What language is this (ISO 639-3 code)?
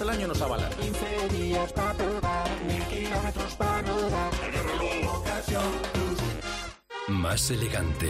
spa